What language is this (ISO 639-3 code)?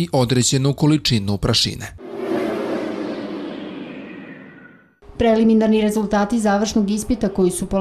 srp